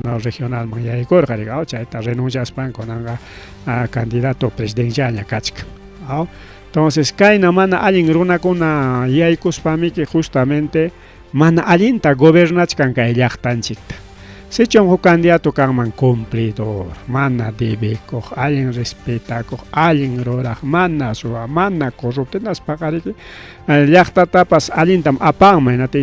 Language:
Ayacucho Quechua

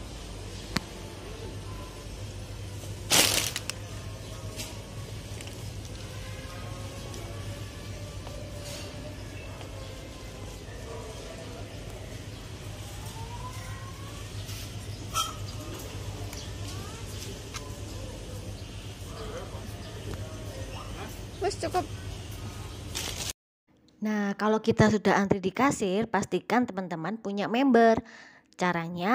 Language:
Indonesian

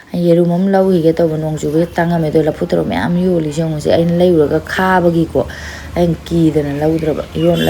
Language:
Manipuri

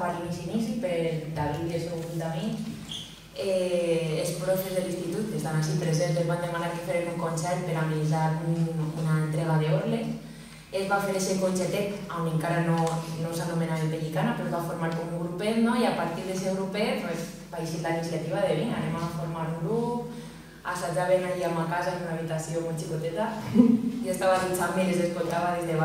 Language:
Catalan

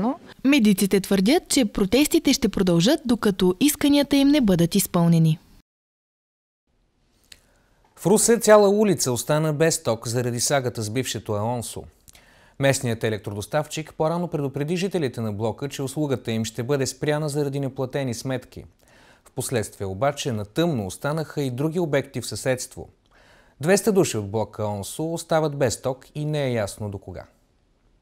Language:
Bulgarian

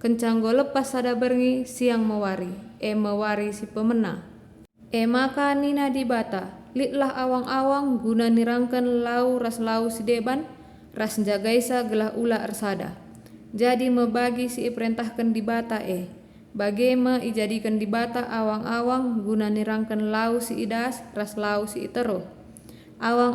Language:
Batak Karo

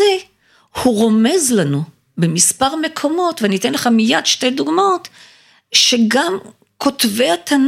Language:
Hebrew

